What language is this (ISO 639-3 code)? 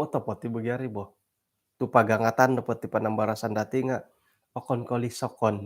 dtp